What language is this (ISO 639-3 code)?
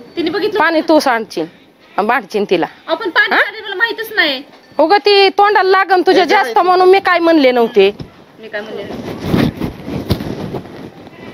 mar